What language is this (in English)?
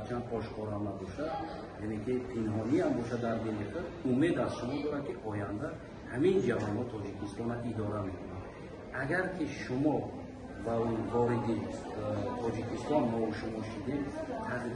Tajik